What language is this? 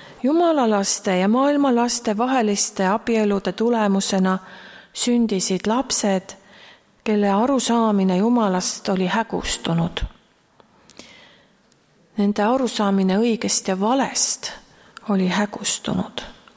Estonian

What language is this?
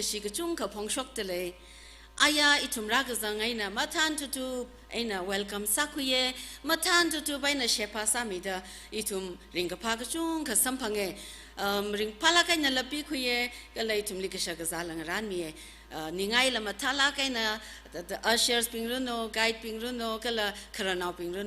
Tangkhul Naga (India)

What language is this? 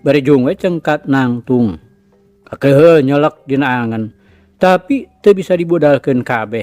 Sundanese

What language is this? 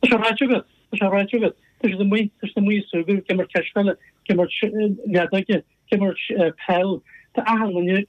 Irish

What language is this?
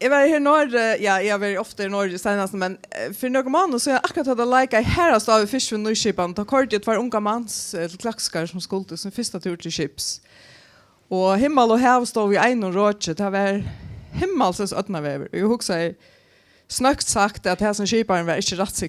Faroese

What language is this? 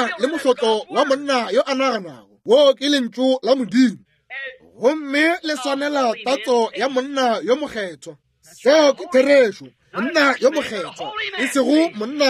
Northern Sotho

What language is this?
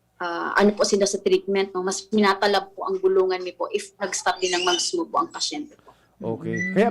Bikol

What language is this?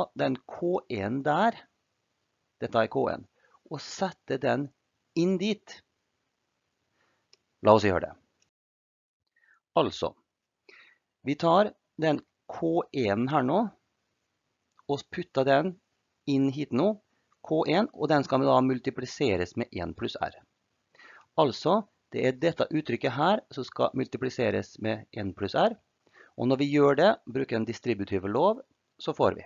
Norwegian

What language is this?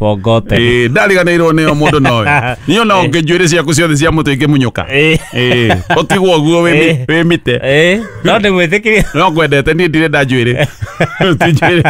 Kikuyu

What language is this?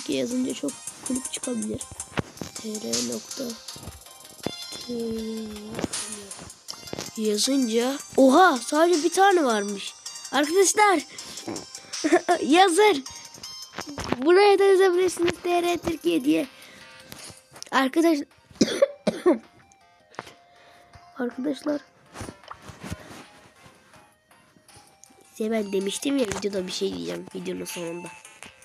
Turkish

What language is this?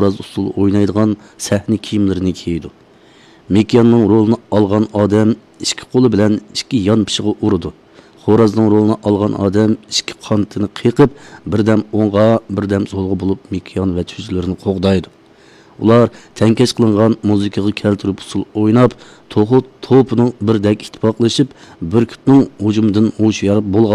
Uyghur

